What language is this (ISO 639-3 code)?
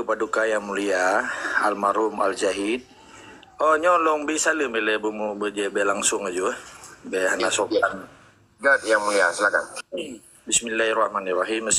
ace